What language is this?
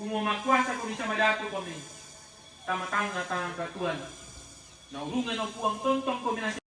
Toraja-Sa'dan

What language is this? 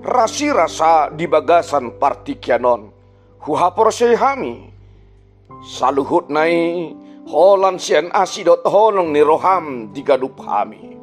Batak Toba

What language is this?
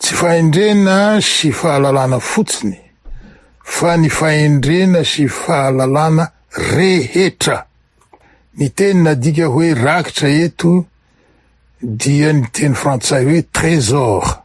Malagasy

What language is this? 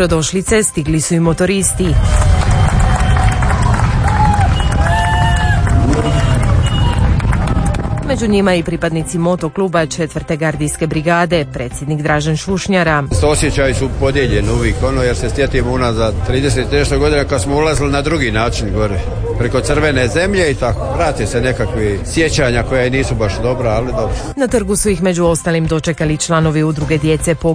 Croatian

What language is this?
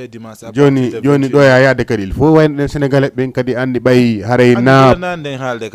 Fula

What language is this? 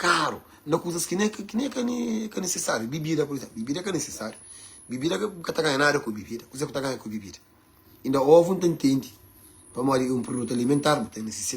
Kabuverdianu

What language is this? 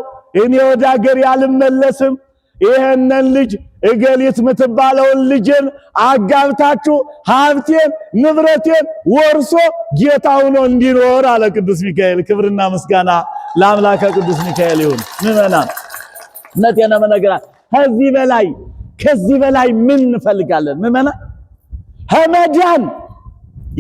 Amharic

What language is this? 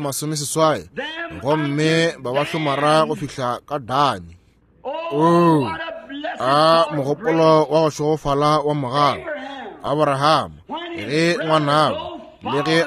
Northern Sotho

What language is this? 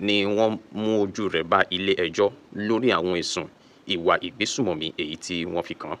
Yoruba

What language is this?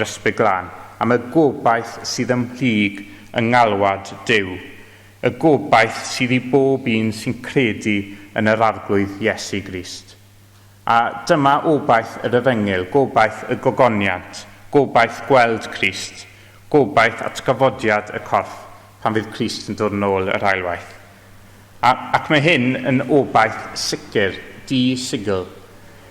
Welsh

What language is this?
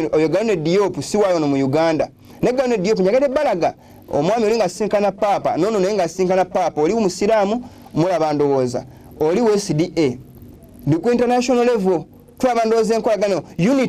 Ganda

